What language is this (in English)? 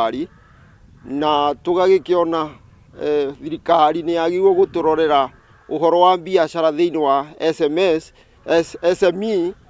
Kikuyu